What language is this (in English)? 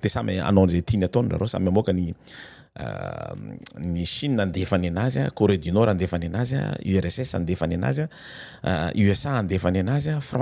Malagasy